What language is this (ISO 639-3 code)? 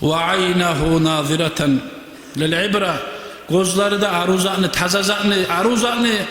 kum